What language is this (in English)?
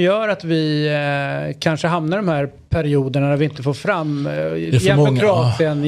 Swedish